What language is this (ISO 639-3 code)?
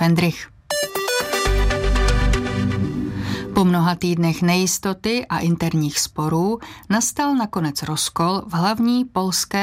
ces